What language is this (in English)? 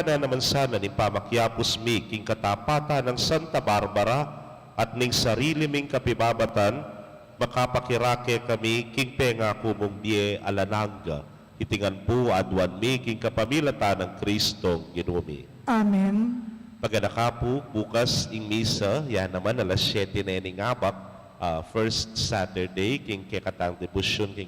Pampanga